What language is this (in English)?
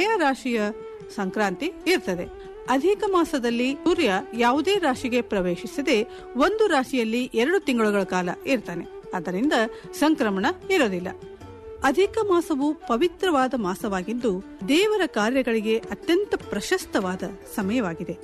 Kannada